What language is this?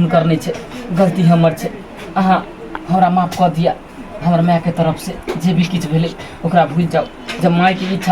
Maithili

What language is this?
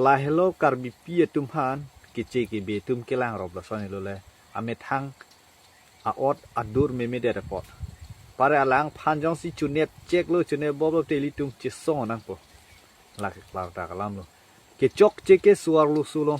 Karbi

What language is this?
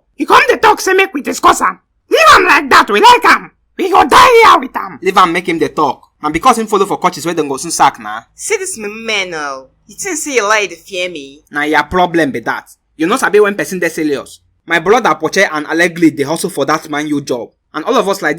Nigerian Pidgin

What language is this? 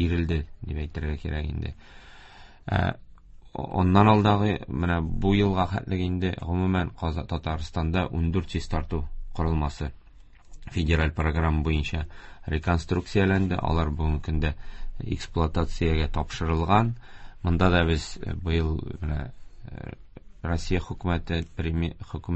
Tatar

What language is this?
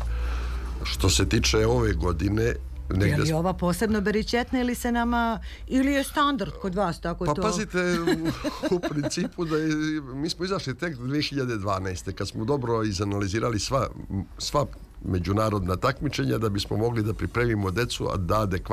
Serbian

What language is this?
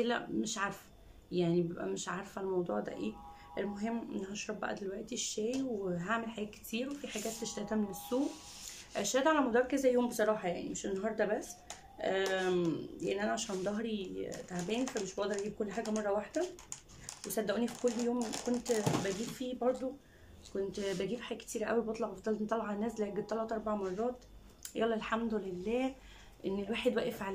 Egyptian Arabic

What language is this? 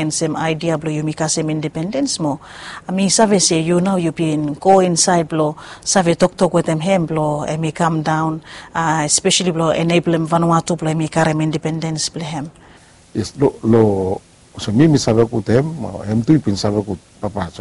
Bislama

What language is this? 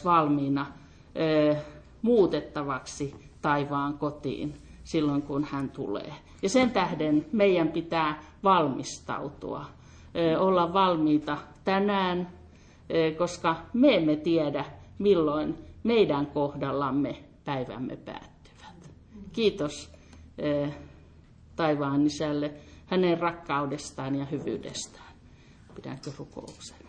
Finnish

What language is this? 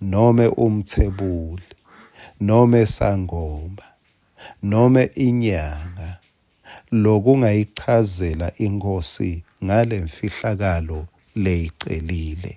Swati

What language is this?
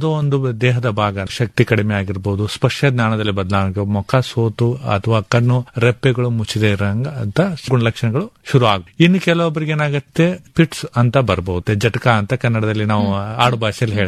Kannada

